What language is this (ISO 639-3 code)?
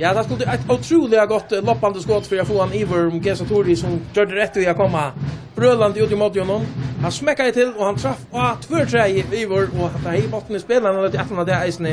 fao